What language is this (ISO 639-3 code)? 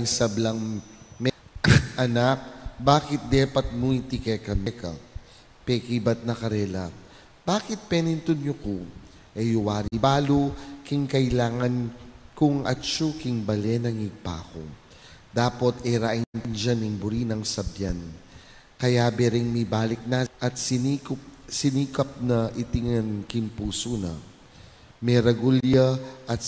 pam